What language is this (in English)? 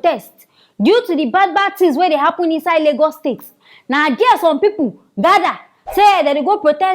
Nigerian Pidgin